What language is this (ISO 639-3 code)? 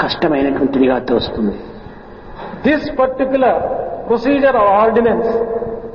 tel